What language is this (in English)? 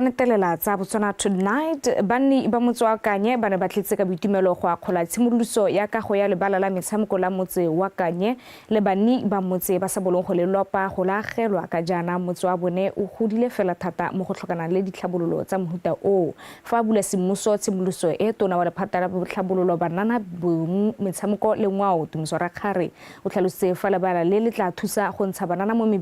Tswana